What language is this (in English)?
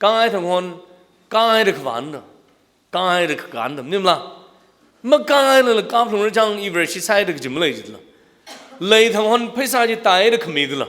Tangkhul Naga (India)